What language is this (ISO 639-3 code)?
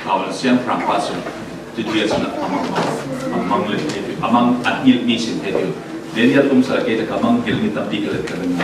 cfm